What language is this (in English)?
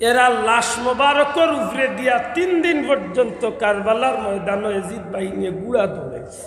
Sylheti